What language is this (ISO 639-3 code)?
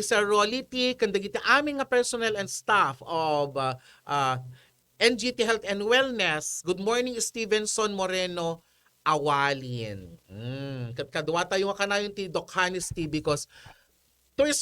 ilo